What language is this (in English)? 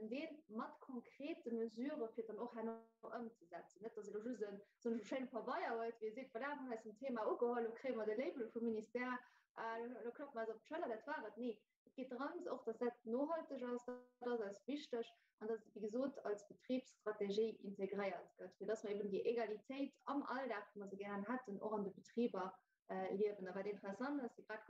Luxembourgish